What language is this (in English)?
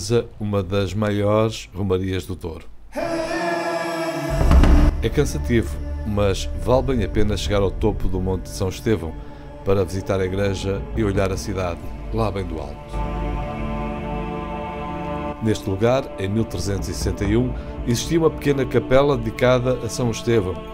Portuguese